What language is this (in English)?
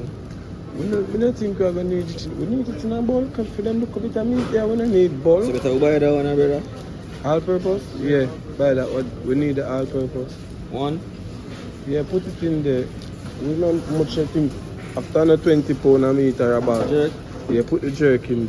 Jamaican Creole English